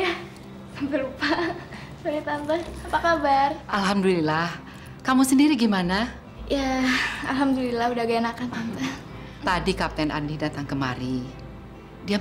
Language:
Indonesian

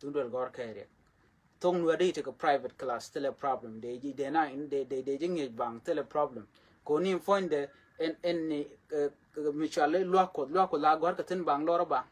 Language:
Nuer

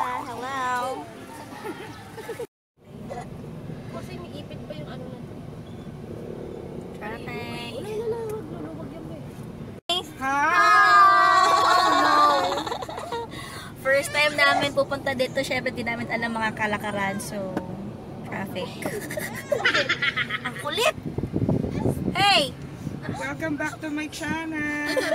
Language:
Filipino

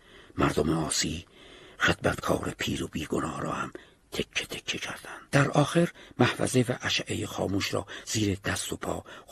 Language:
Persian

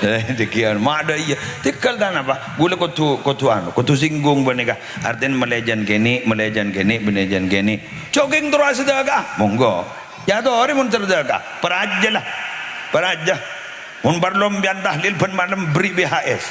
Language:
Madurese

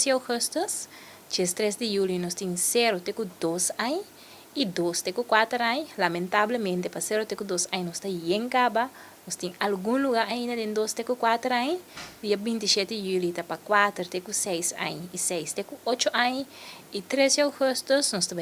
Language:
Papiamento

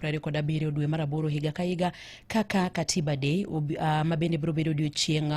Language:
Luo (Kenya and Tanzania)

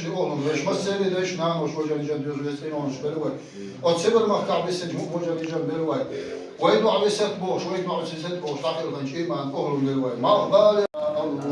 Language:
Chechen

